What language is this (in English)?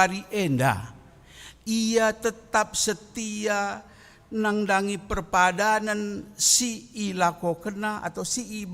Batak Karo